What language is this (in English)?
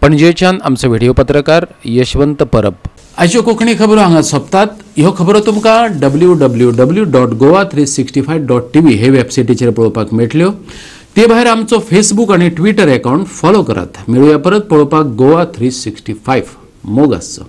Konkani